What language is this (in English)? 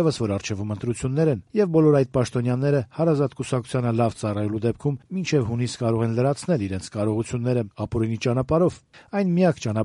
Armenian